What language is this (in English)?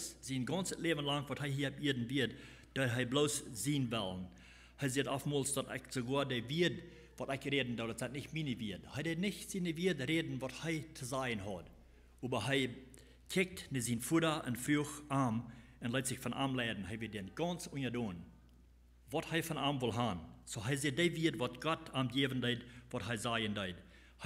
Plautdietsch